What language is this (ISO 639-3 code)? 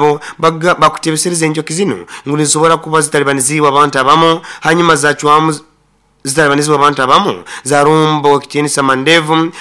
nyo